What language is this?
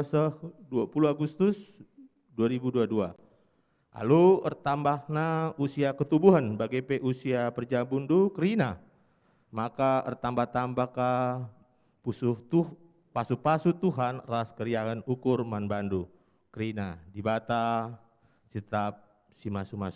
Batak Karo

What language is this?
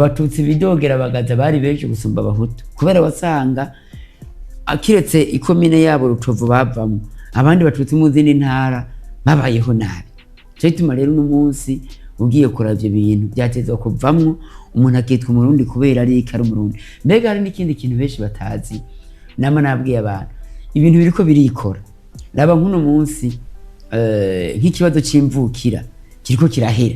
Rundi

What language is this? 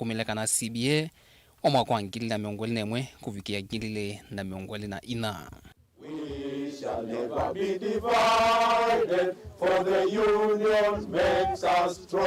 Kamba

